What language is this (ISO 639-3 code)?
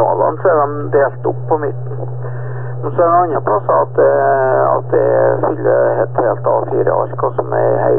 nor